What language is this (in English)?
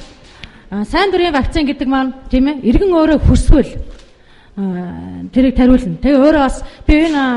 Mongolian